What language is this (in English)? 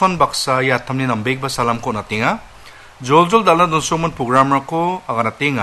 Garo